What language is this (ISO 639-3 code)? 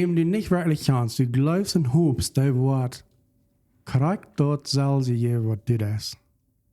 pdt